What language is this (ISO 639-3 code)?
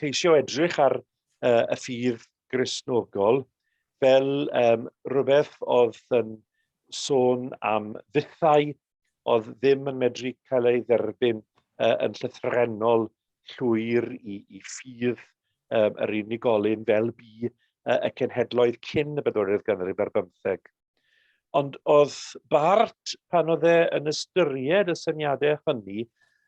cym